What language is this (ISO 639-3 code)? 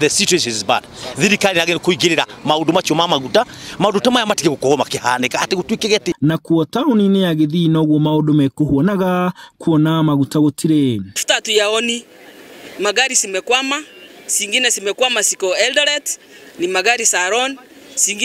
kik